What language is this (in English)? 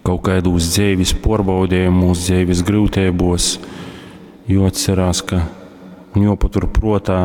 Latgalian